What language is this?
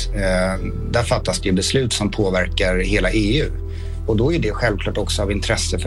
Swedish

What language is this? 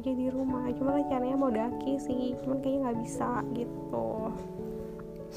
Indonesian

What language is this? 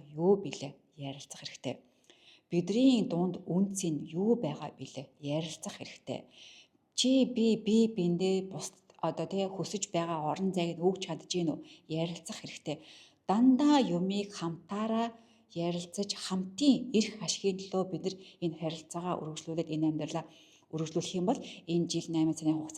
Mongolian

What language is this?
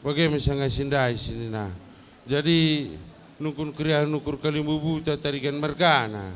Batak Karo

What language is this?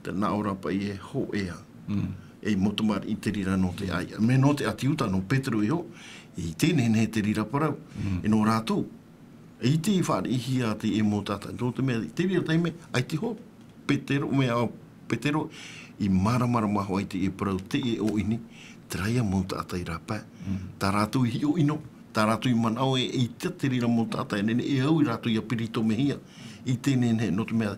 Tahitian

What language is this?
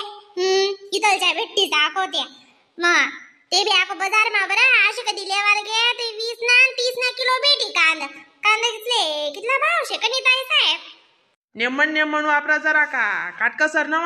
Khandesi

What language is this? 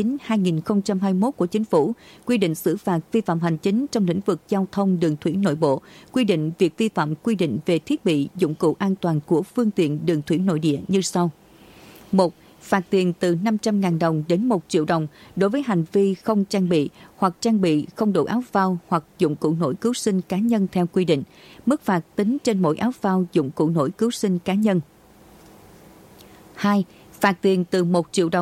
Vietnamese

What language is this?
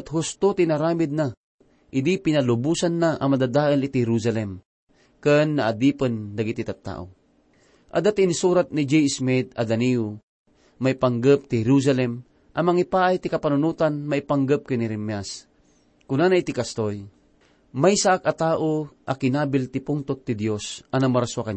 Iloko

